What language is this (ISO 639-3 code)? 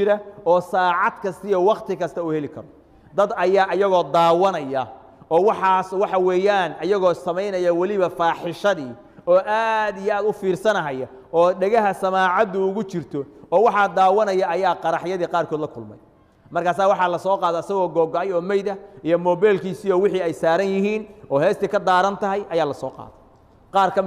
som